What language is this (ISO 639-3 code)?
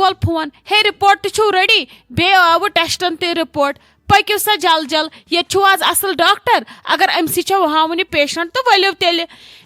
kas